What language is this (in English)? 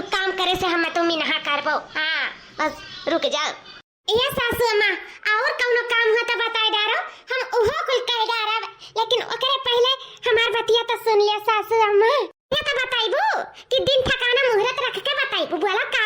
Awadhi